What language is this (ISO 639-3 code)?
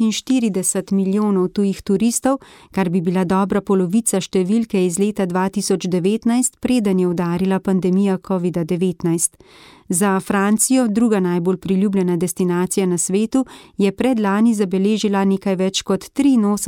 slv